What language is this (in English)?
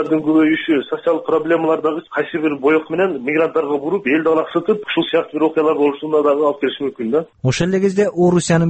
Kyrgyz